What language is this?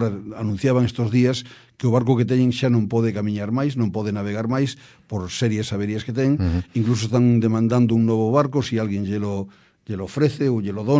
Galician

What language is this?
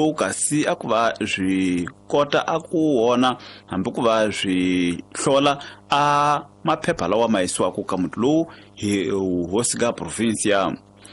Tsonga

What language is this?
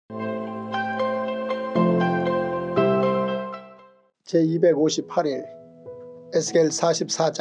Korean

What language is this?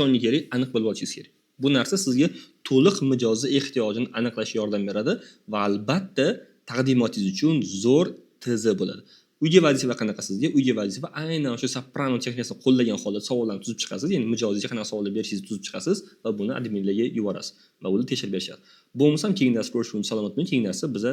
Uzbek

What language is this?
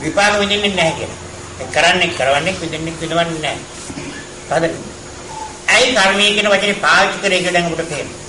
Sinhala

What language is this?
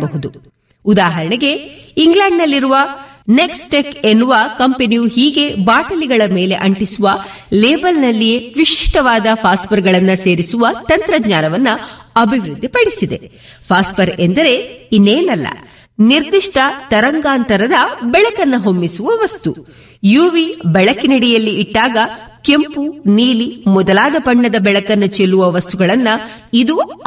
Kannada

